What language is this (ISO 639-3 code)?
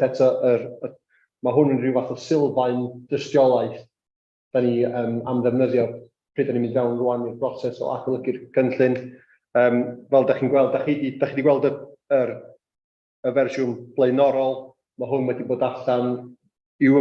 cym